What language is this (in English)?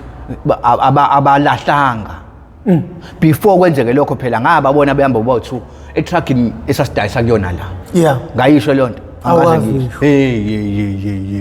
Zulu